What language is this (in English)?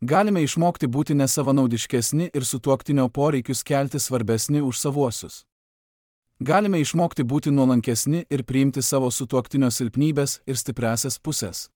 Lithuanian